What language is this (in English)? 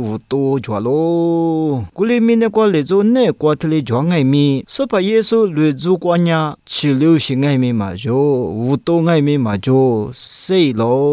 Lisu